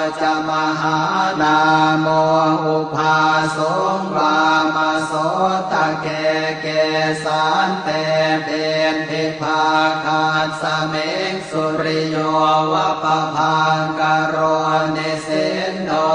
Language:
Pali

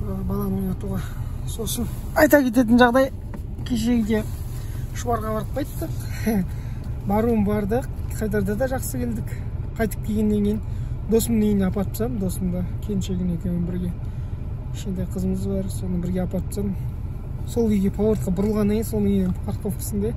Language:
Kazakh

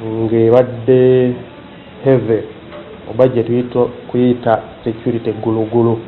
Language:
Ganda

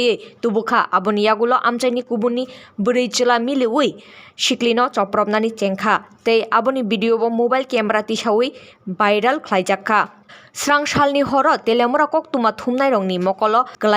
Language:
Kok Borok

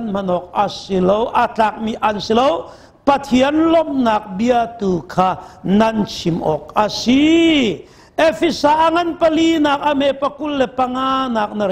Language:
Hakha Chin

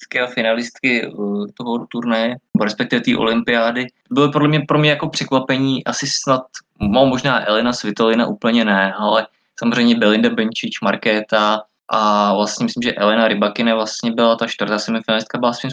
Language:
Czech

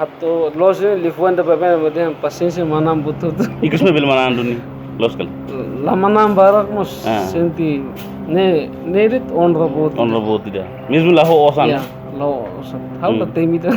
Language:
Tetum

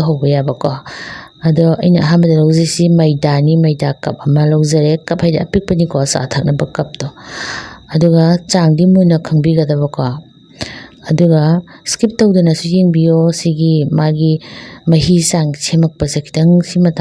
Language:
Manipuri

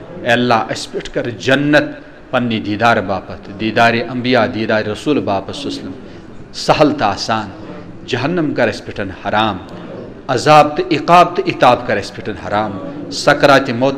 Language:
Kashmiri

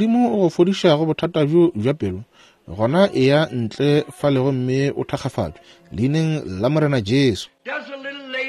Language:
Northern Sotho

